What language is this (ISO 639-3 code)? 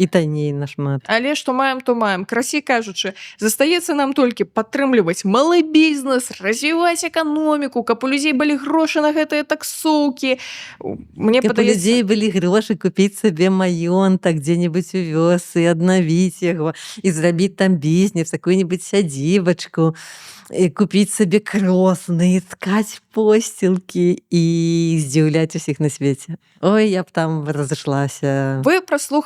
bel